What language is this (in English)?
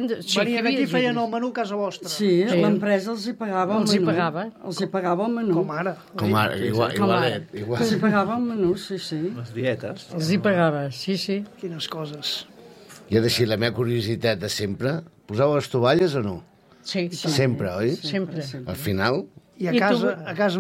Catalan